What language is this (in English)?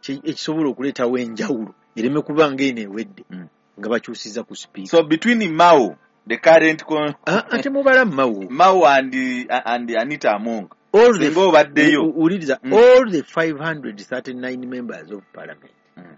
Ganda